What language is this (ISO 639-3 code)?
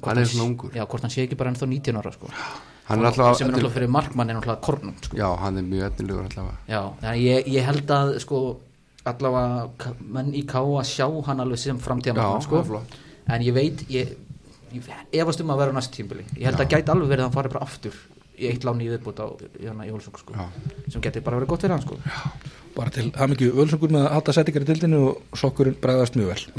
isl